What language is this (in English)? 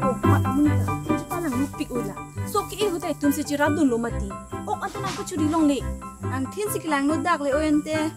Karbi